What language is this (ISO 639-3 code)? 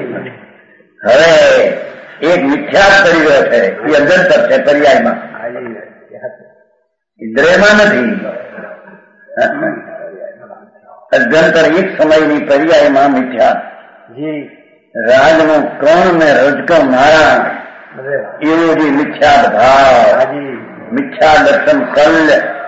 guj